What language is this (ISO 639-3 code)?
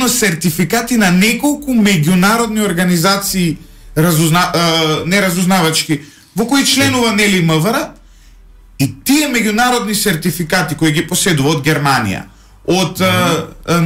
mkd